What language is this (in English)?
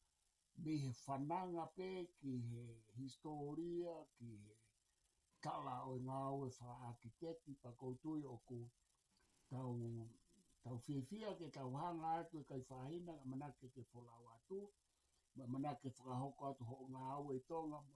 Tongan